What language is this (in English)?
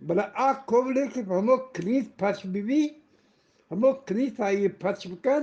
Eastern Balochi